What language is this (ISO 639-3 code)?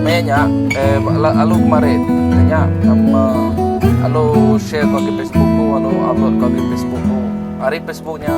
iba